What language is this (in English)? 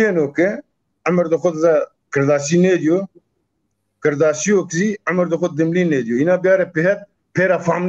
Zaza